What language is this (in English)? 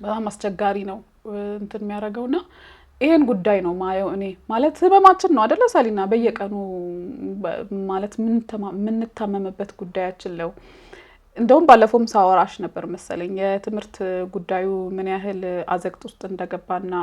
Amharic